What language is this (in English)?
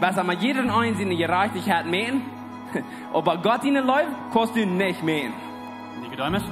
Plautdietsch